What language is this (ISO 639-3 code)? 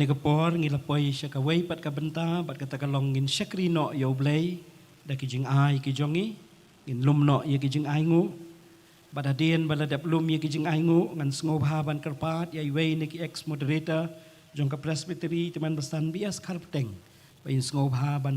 kha